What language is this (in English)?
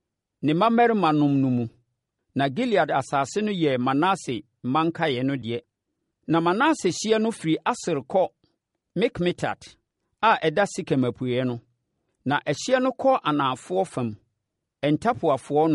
Akan